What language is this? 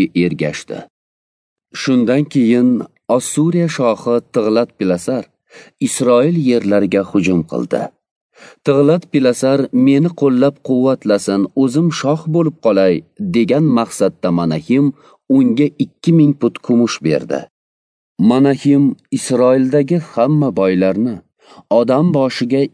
Uzbek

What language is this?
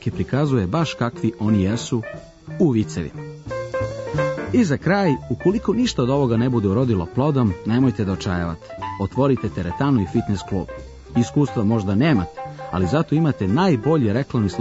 Serbian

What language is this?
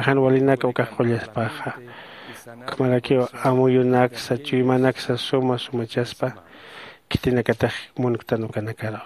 Aymara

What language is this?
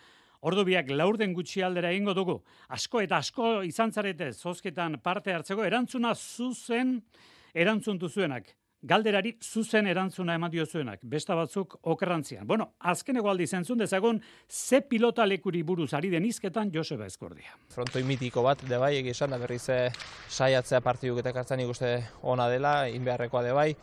Basque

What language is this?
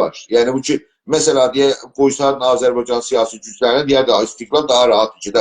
South Azerbaijani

